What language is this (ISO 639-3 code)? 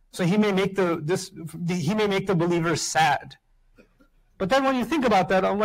eng